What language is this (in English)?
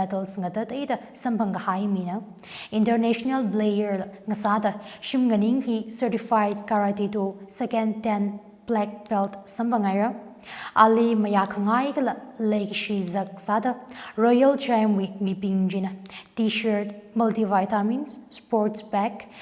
Tangkhul Naga (India)